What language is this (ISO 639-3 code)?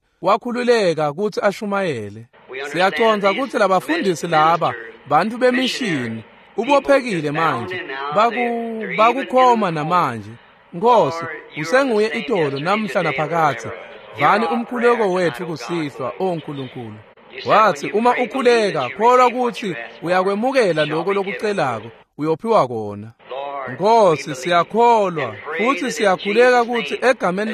ssw